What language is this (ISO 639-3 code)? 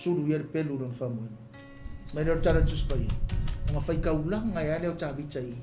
smo